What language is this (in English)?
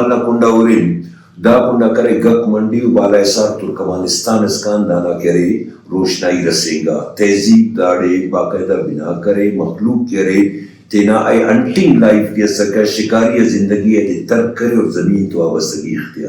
Brahui